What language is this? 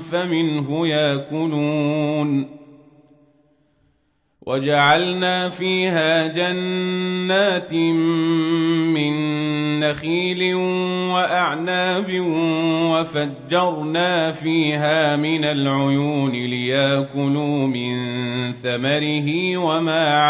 Arabic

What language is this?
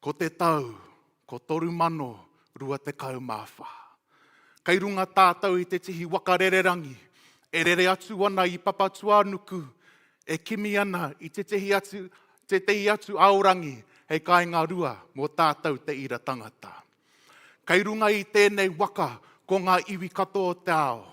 Māori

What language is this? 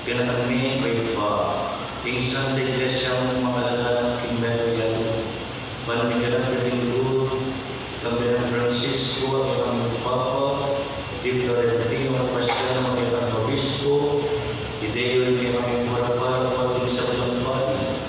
Pampanga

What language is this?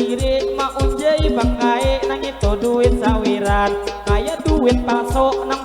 Banjar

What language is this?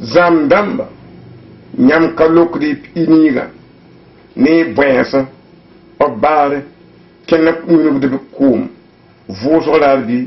Mossi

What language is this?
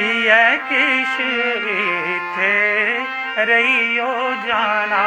Dogri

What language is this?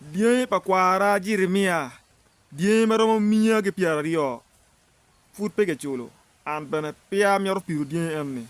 Acoli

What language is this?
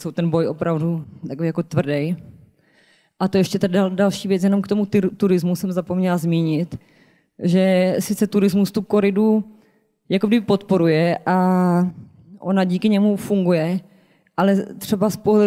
Czech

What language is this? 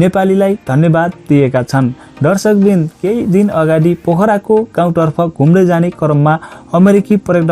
Nepali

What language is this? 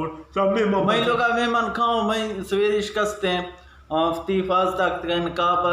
Eastern Balochi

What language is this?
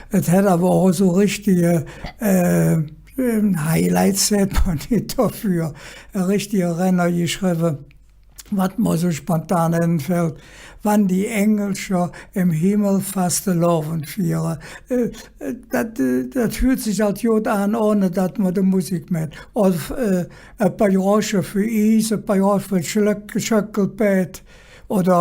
Colognian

